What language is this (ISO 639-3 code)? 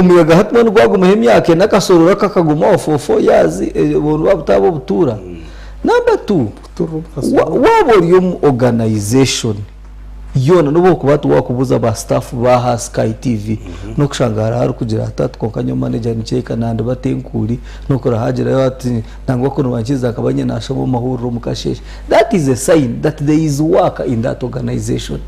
nyn